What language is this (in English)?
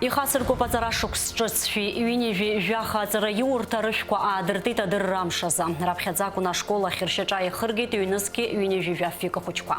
Abkhazian